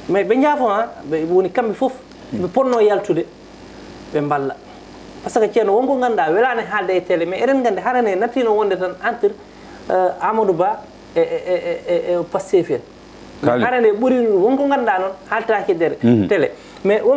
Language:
Fula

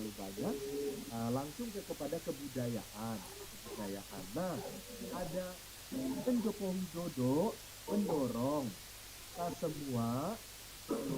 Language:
Banjar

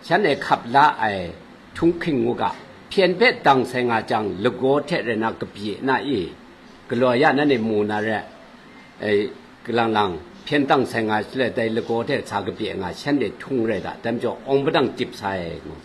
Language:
Kachin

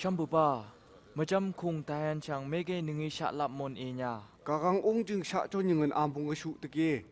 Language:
Phom Naga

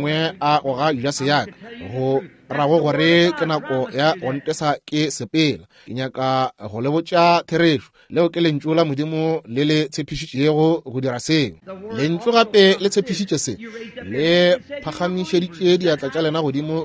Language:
Northern Sotho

